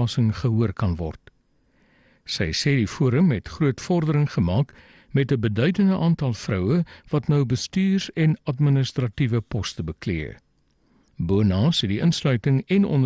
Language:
Afrikaans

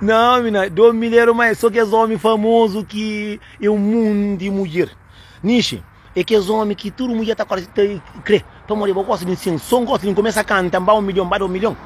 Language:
Kabuverdianu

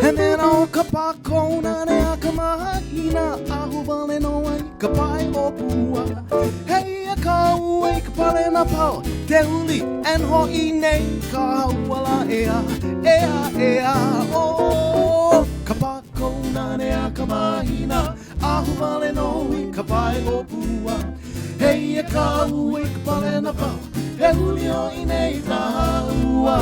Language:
Hawaiian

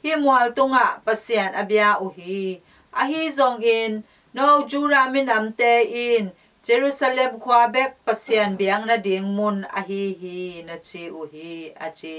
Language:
Tedim Chin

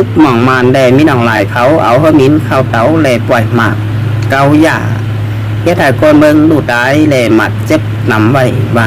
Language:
Shan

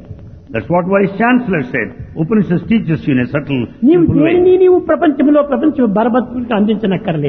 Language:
Telugu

